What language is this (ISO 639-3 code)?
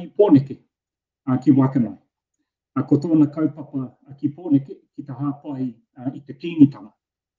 mri